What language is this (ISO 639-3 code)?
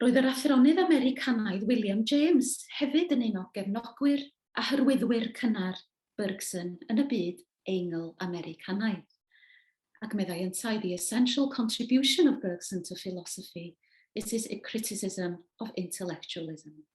cym